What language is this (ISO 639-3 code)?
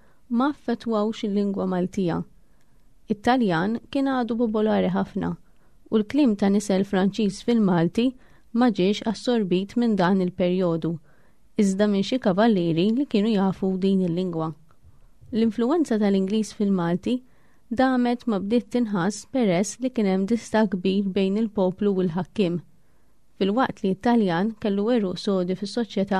mlt